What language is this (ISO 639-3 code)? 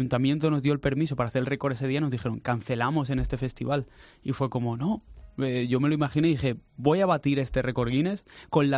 spa